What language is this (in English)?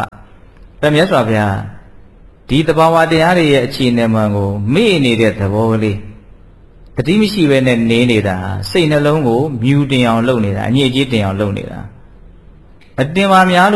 Burmese